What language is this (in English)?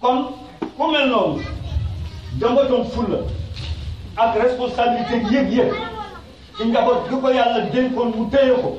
Wolof